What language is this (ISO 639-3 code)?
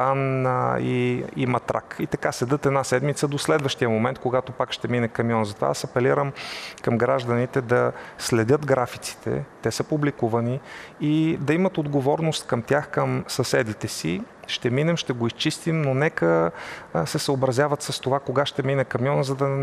bul